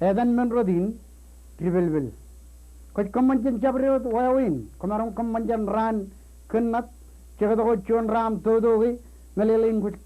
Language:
Marshallese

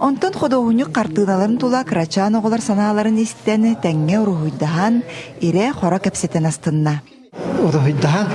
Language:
Yakut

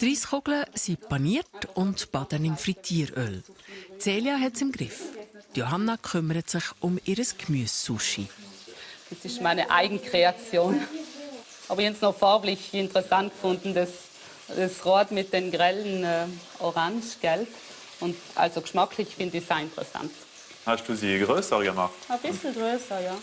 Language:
Swiss German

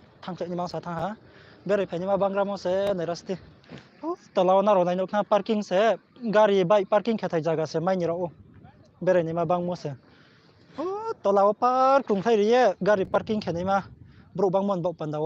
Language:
Riang (India)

